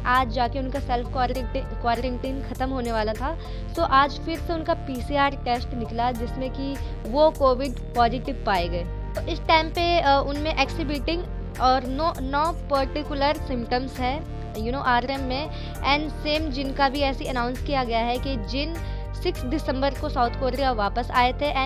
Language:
Hindi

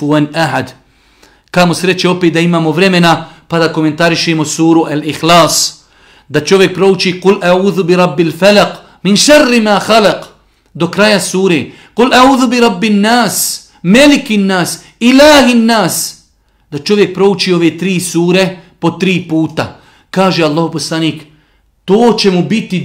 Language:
Bosnian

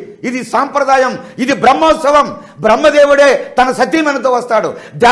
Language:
Telugu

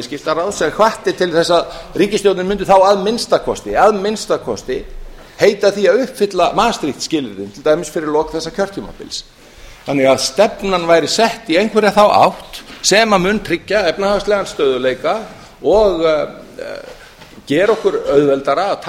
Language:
Icelandic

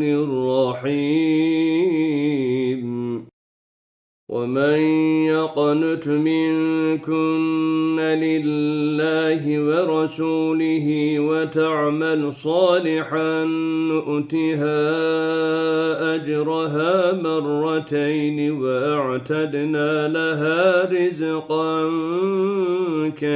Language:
Arabic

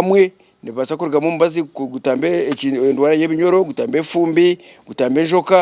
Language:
Nyankole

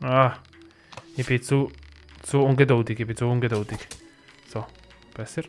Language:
Swiss German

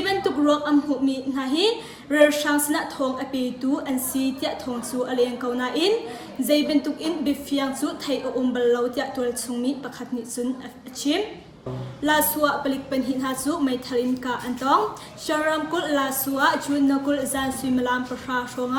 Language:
Hakha Chin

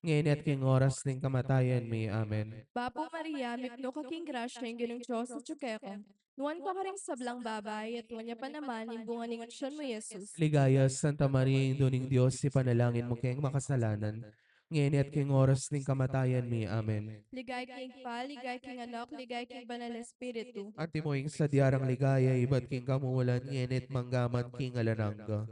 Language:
Pampanga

